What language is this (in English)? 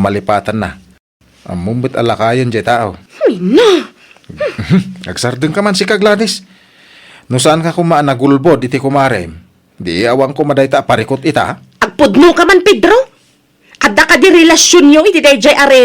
Iloko